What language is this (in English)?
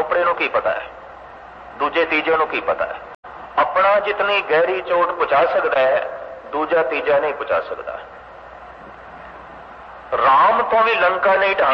Punjabi